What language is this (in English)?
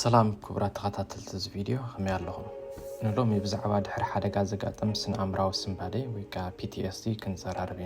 Tigrinya